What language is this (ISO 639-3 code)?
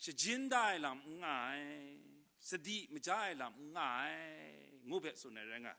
kac